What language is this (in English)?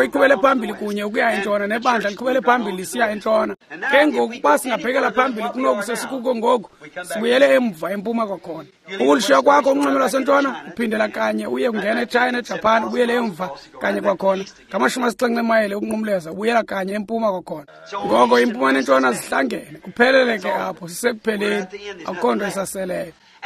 Xhosa